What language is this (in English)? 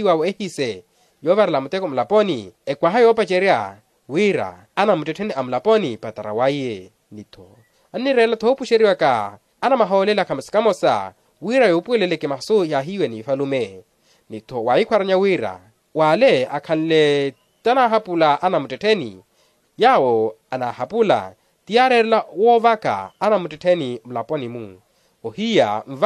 Makhuwa